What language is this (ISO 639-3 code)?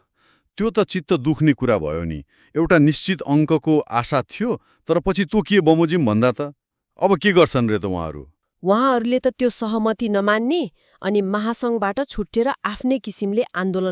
nep